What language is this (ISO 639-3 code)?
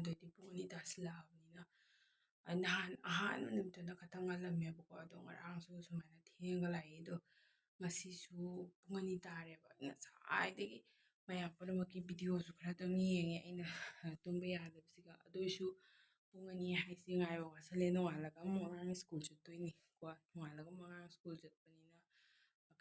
mni